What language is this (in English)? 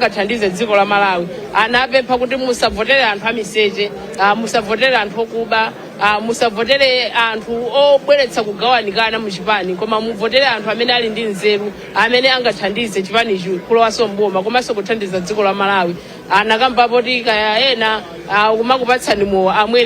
Nyanja